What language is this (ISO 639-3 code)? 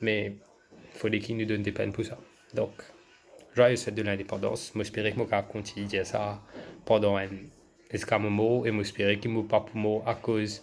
mfe